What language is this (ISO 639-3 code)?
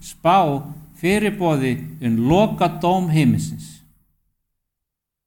isl